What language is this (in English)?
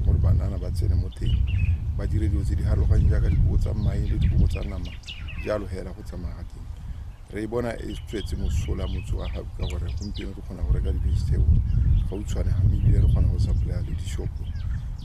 Tswana